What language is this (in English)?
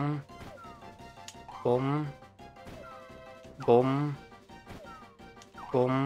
German